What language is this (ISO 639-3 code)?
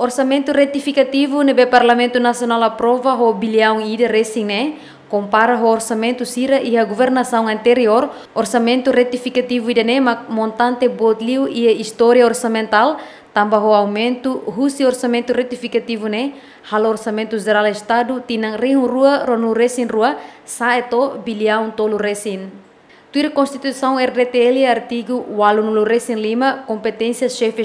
tet